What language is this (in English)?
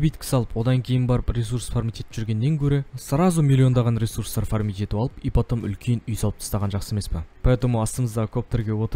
Kazakh